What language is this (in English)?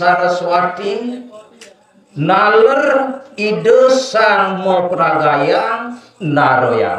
Balinese